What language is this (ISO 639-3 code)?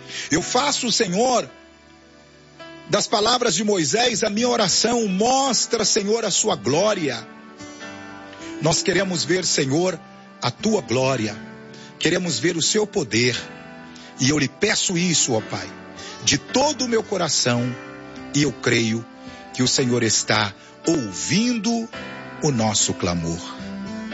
por